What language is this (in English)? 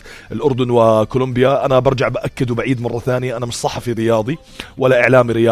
North Levantine Arabic